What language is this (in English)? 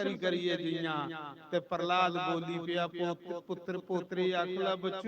Dogri